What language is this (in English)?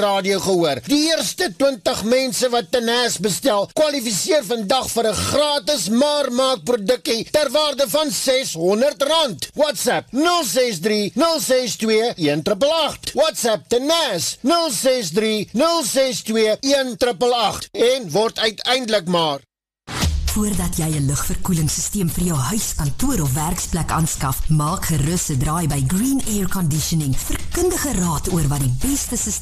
Afrikaans